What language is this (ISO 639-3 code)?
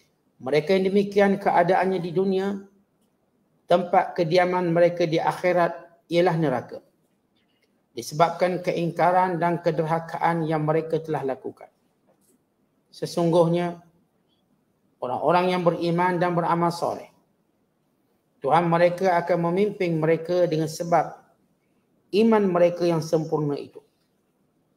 msa